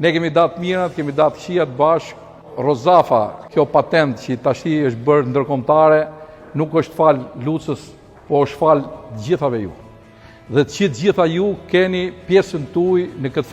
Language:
Albanian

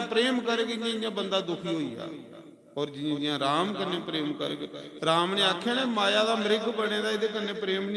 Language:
Dogri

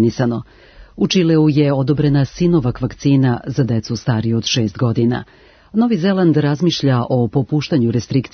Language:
Serbian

